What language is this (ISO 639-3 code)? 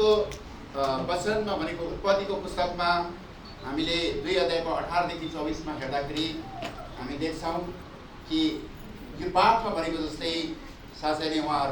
nep